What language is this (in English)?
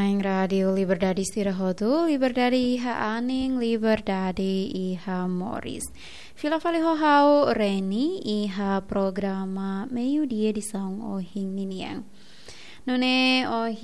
Tetum